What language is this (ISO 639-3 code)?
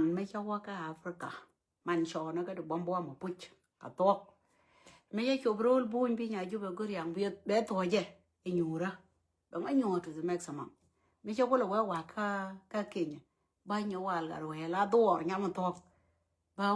nus